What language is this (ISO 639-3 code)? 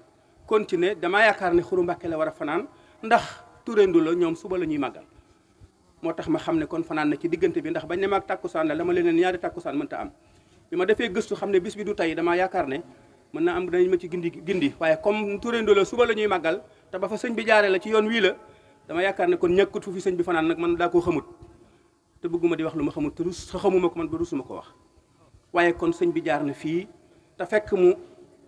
wol